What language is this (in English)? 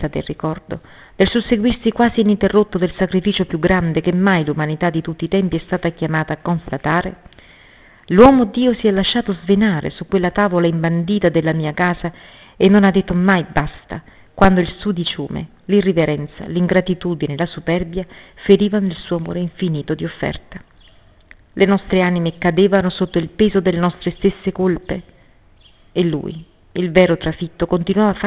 Italian